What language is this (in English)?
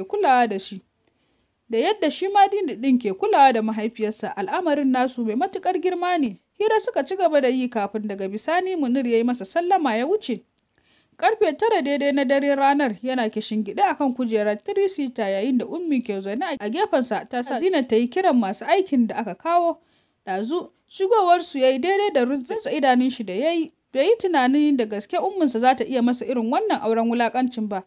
Hausa